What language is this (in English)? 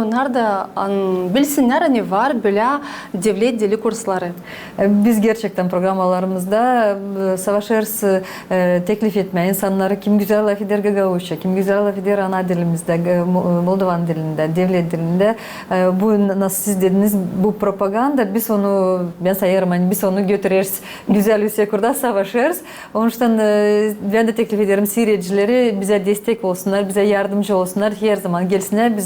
Gagauz